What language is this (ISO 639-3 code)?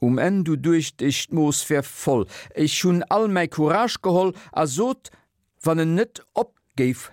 ltz